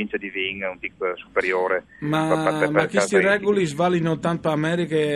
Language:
Friulian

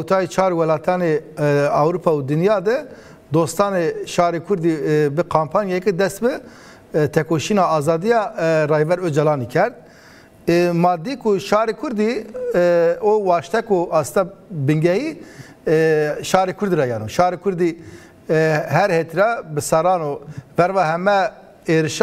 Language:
Zaza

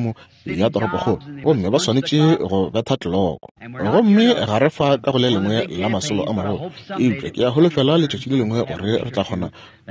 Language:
Northern Sotho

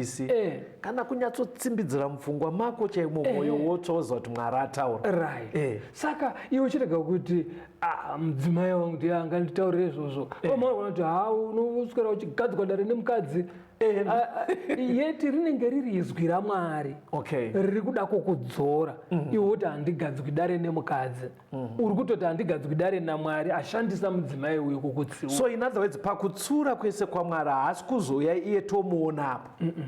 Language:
Shona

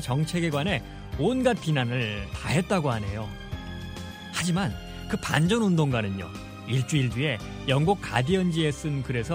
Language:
Korean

